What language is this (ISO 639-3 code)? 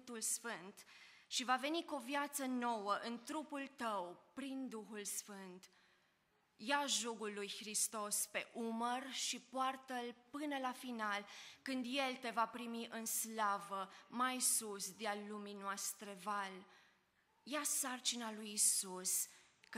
ron